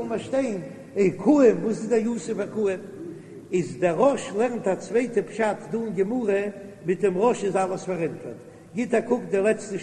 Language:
Yiddish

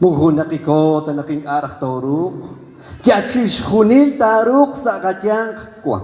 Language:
Kekchí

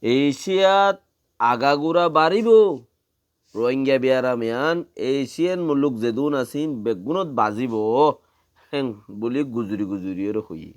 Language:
Rohingya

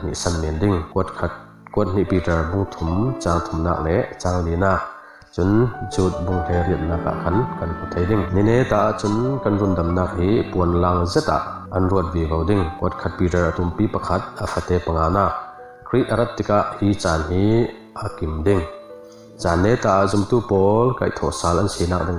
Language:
Falam Chin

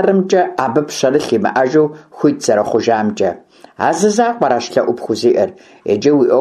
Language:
Kabardian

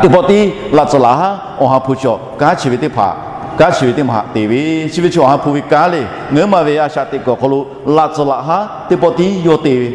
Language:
Lahu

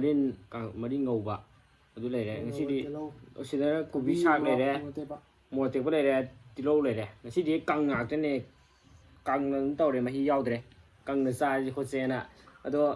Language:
Manipuri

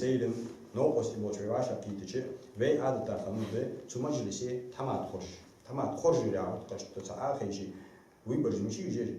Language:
Ingush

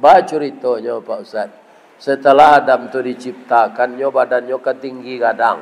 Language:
Minangkabau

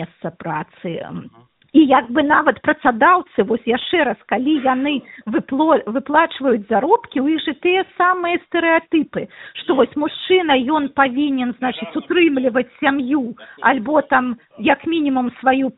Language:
Belarusian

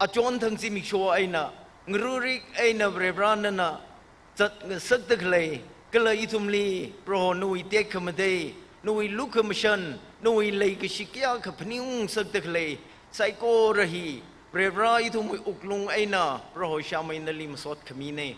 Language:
Tangkhul Naga (India)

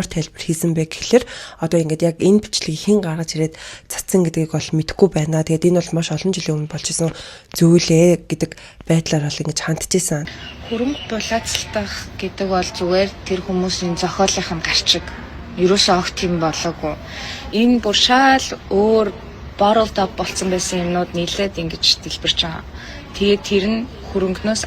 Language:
Mongolian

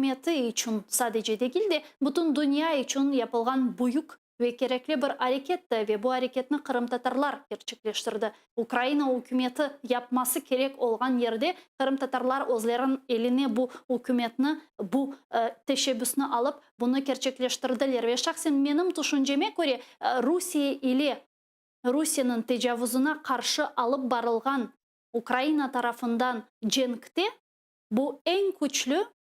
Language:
Crimean Tatar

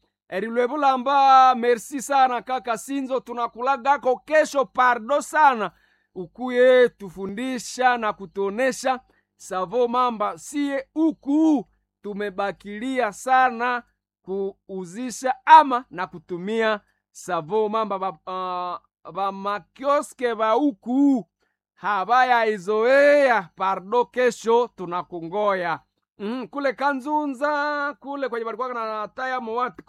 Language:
Swahili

